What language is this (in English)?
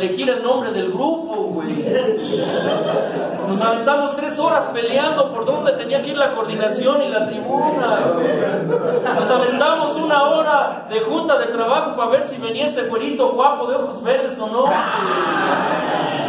Spanish